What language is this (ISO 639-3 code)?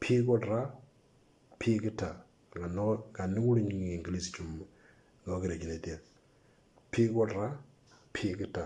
mor